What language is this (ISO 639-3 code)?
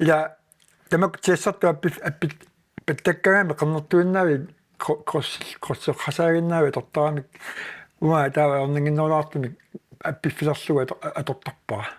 kal